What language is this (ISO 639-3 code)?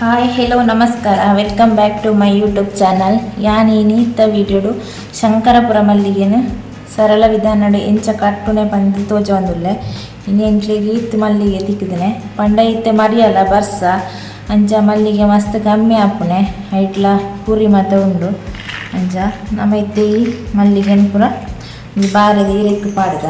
tcy